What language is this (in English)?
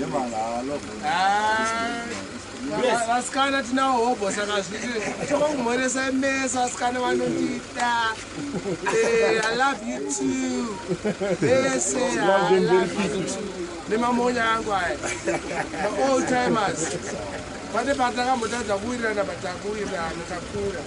Shona